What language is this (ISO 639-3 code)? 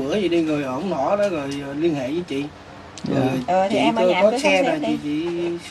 vie